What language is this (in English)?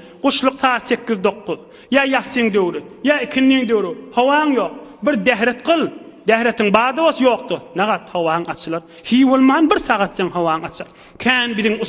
Turkmen